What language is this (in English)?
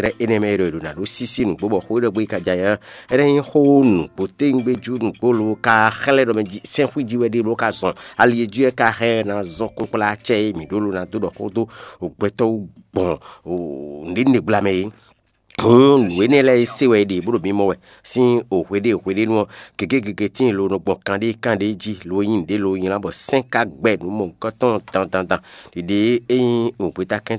Fon